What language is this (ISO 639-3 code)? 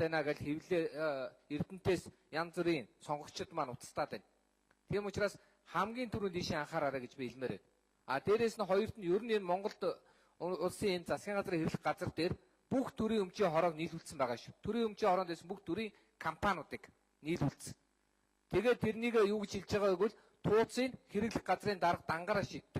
mon